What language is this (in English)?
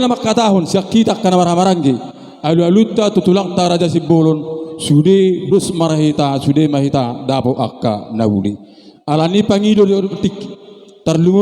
Batak Toba